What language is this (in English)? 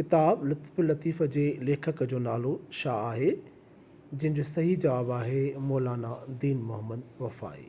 Sindhi